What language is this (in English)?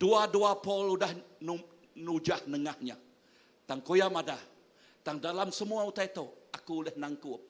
Iban